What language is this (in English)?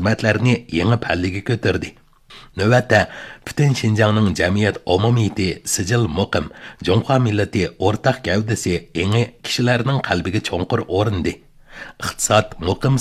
Uyghur